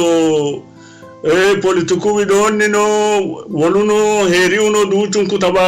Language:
Sidamo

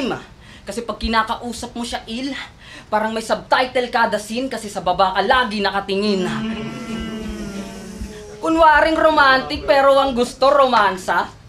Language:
Filipino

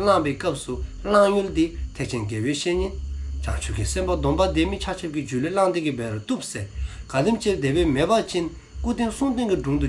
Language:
Dzongkha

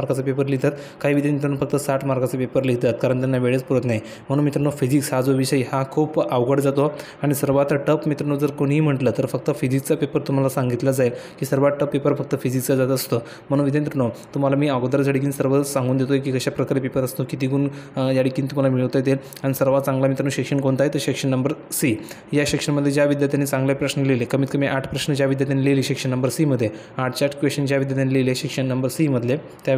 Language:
Marathi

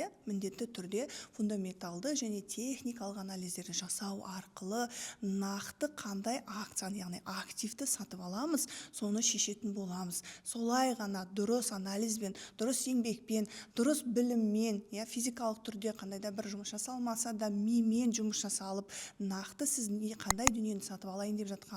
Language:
Kazakh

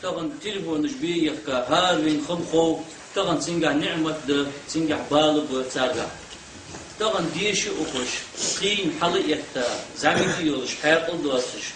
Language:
Ingush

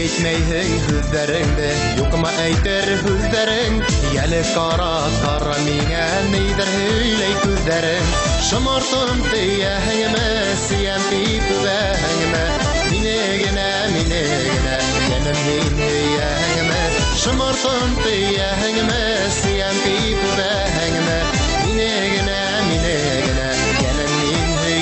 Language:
Bashkir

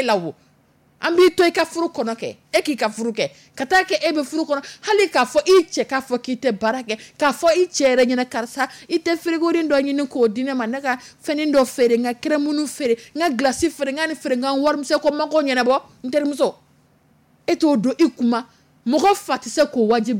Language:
Dyula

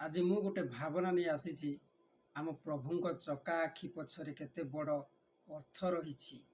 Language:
Odia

